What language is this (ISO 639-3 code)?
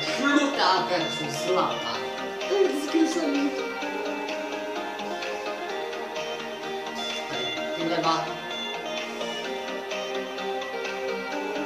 ces